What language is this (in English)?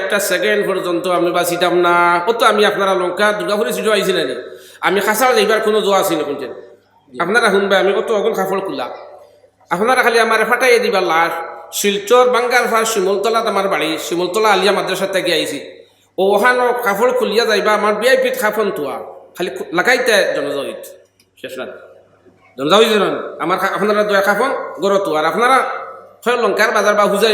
Sylheti